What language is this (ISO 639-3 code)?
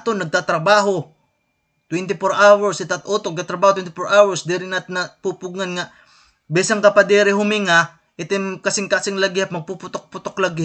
war